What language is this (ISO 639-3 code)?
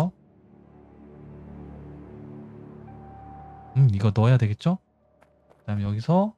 kor